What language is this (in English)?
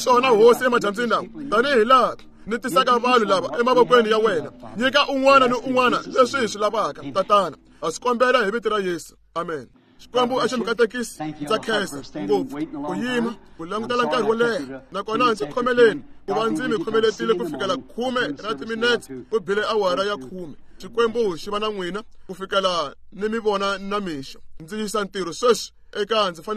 Tsonga